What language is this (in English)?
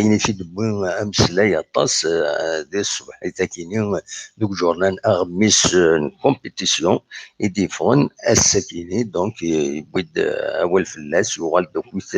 Kabyle